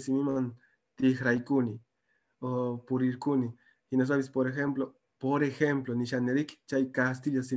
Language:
Quechua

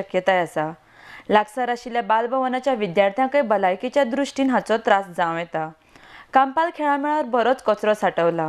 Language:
Konkani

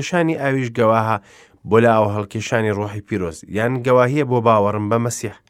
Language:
Central Kurdish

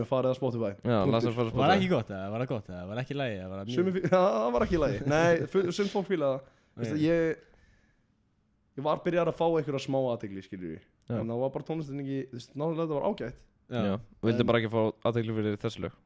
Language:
Icelandic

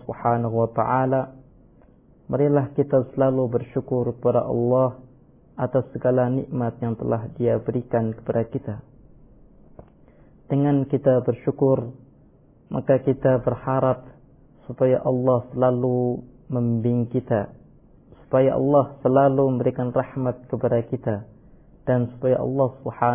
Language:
Indonesian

